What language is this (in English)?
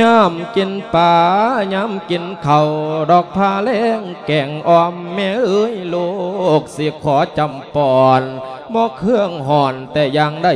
Lao